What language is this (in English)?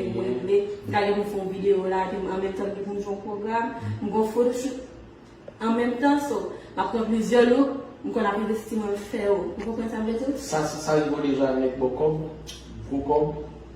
Haitian Creole